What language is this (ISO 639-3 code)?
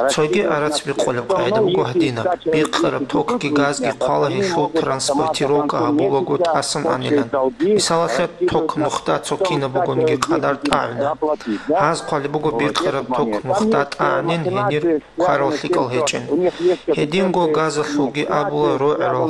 ava